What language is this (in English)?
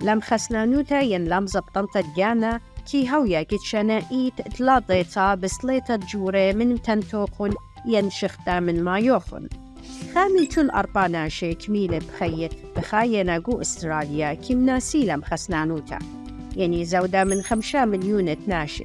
Assyrian Neo-Aramaic